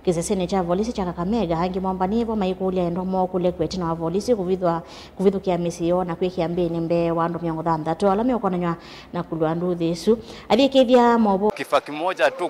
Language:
Kamba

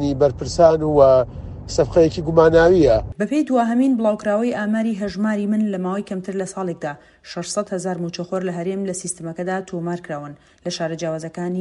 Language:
Central Kurdish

